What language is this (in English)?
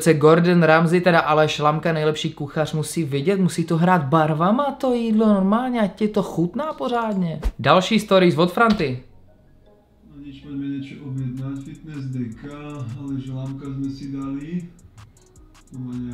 Czech